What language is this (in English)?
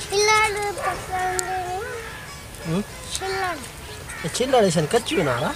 Saraiki